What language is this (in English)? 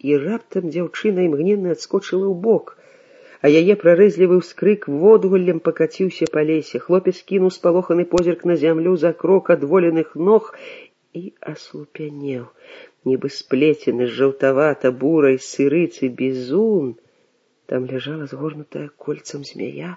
Belarusian